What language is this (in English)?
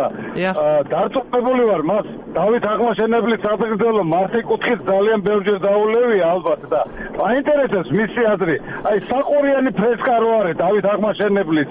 Georgian